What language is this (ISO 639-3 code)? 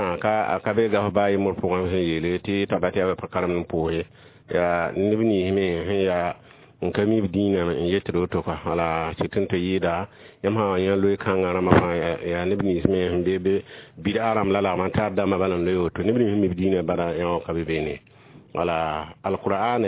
mos